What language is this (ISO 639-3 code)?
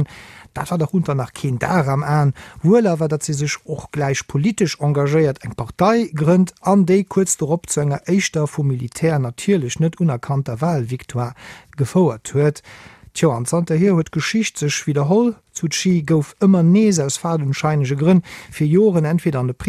ltz